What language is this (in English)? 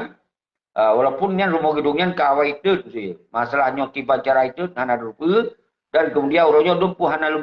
Achinese